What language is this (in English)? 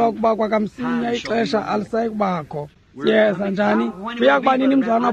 Xhosa